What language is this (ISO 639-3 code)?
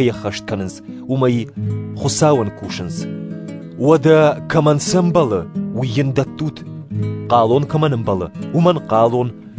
oss